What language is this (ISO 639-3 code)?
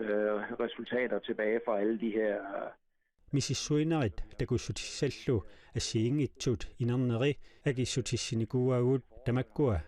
kal